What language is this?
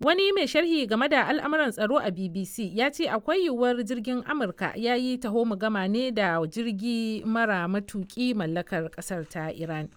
Hausa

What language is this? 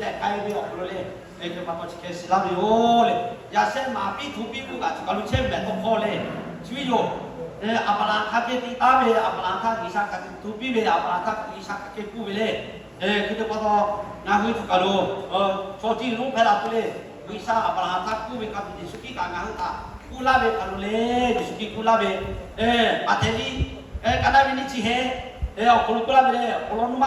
Lahu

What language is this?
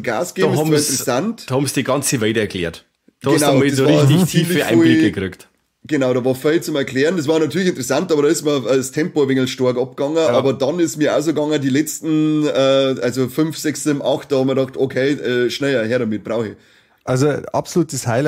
Bavarian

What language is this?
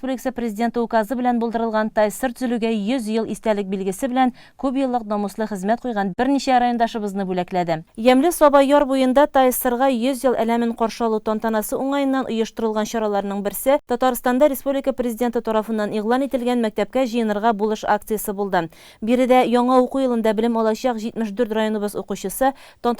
Tatar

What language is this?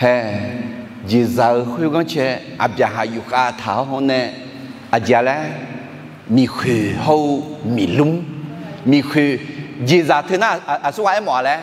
Akha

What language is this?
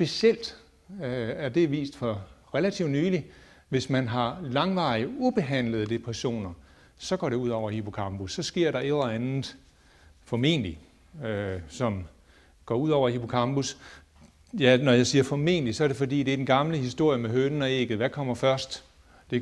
Danish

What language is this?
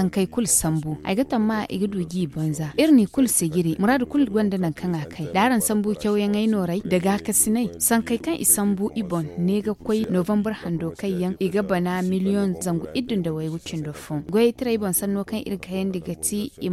Zarma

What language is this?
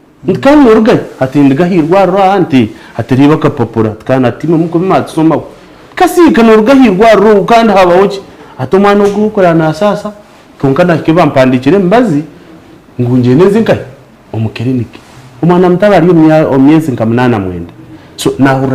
Nyankole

